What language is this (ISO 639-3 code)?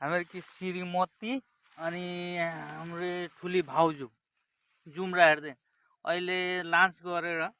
nep